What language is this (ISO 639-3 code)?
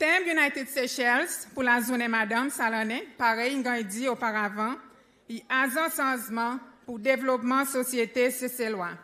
crs